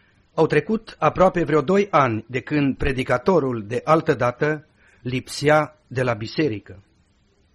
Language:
Romanian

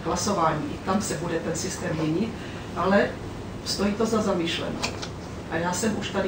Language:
Czech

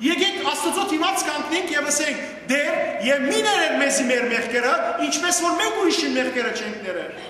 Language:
Western Armenian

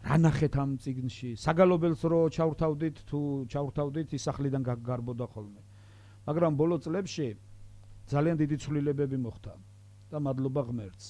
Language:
Georgian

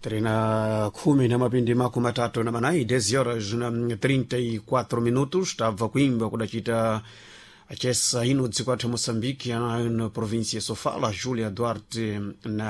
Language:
Sena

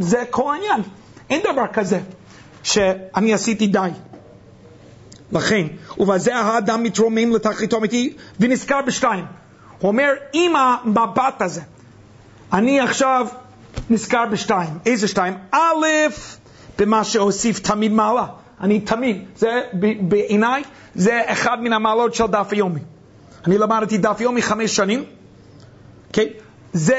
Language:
Hebrew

